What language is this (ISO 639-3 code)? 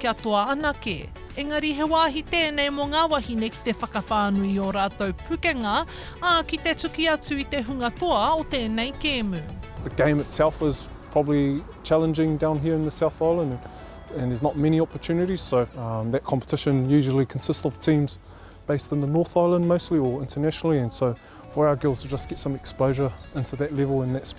mri